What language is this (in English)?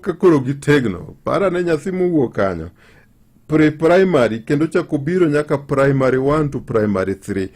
Luo (Kenya and Tanzania)